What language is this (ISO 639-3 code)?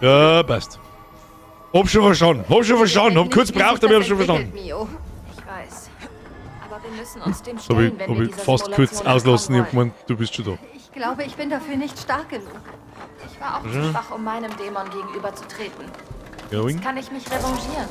bar